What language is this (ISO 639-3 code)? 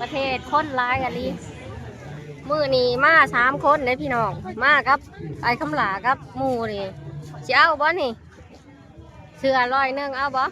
lao